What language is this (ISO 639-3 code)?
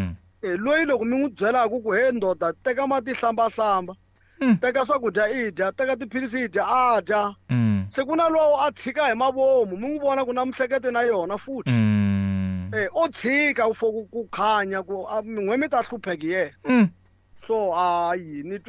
tso